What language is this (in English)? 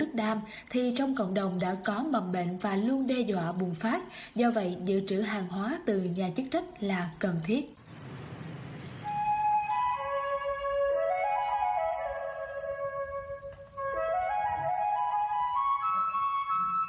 Vietnamese